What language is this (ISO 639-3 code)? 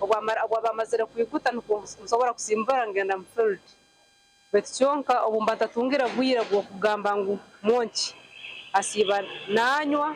nyn